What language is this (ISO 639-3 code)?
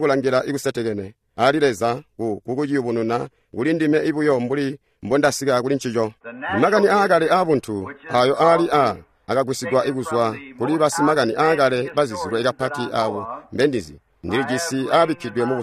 toi